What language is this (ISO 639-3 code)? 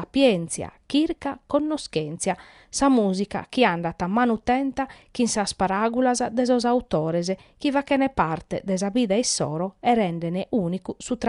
srd